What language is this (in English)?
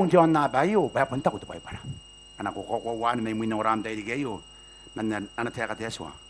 Gilbertese